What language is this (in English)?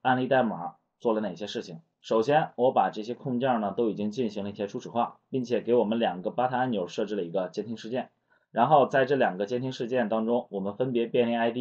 Chinese